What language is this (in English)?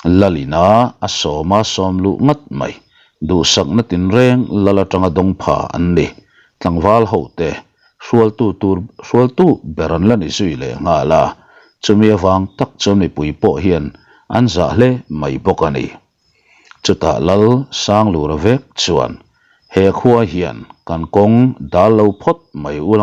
Mizo